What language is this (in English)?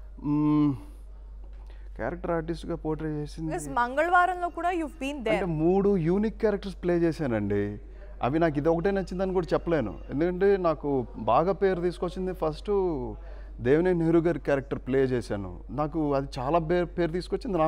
Telugu